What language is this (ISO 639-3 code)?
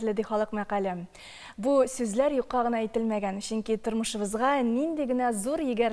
tat